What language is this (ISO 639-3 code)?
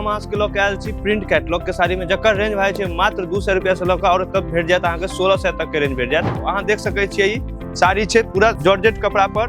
mai